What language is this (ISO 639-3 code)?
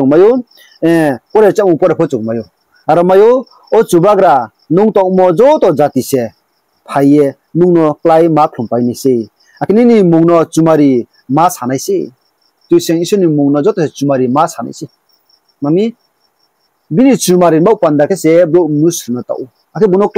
ria